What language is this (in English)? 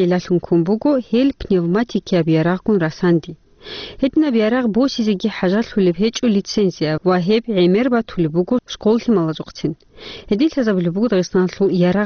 Avaric